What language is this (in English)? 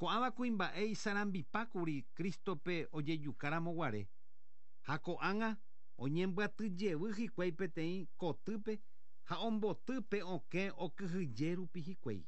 Guarani